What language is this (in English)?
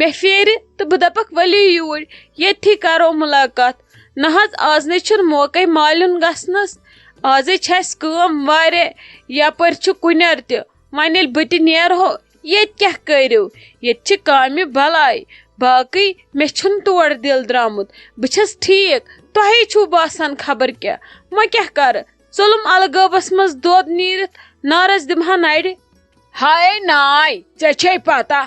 Kashmiri